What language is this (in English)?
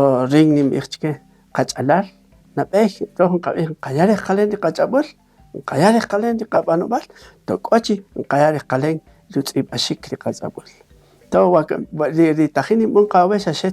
Kaqchikel